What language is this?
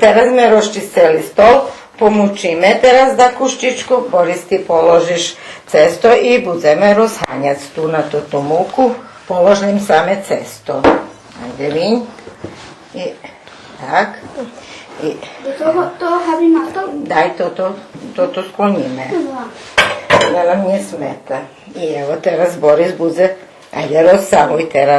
Rusyn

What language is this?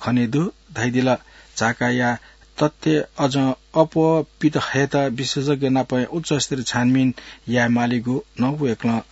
Newari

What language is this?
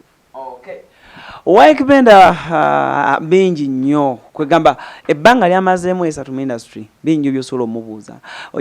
Ganda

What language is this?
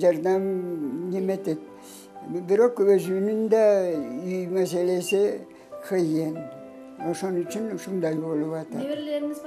Kyrgyz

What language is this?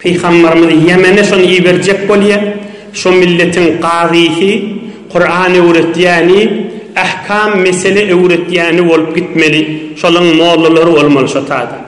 Turkmen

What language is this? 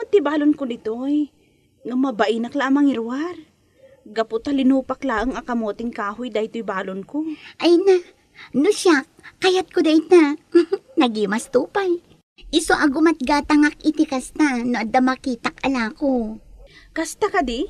Iloko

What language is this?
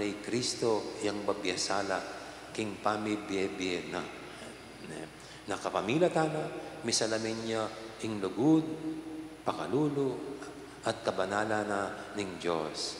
Pampanga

